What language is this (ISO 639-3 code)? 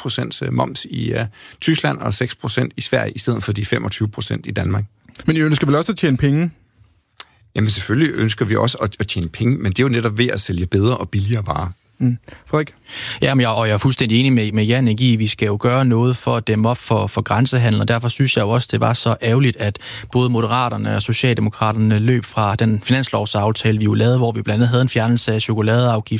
dan